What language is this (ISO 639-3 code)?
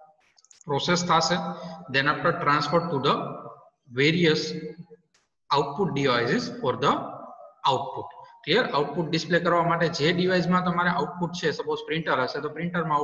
guj